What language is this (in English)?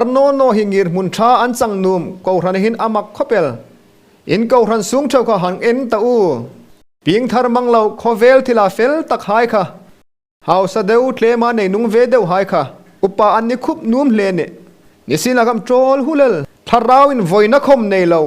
Hmar